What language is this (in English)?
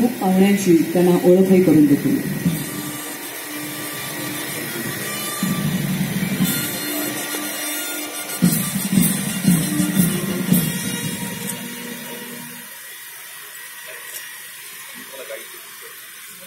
Marathi